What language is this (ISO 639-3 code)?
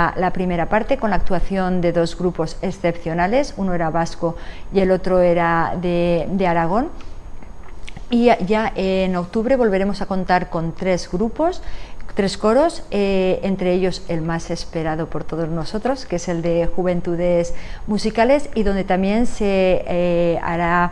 spa